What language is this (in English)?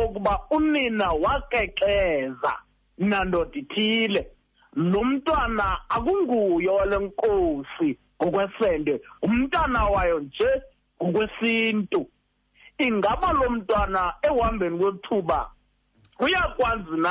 Xhosa